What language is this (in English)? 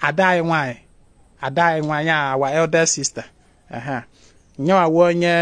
Igbo